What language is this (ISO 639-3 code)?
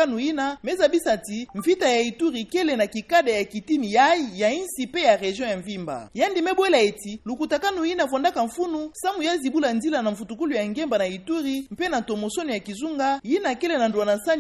ktu